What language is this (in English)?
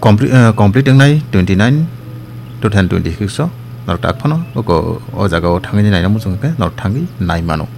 Kok Borok